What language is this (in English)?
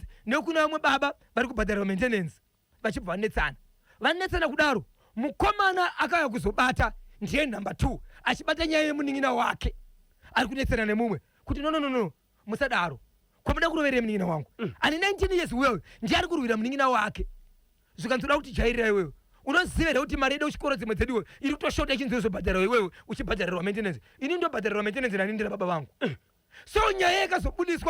Shona